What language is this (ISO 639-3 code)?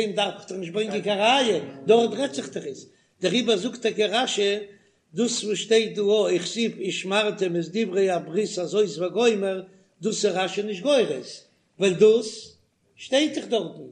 yid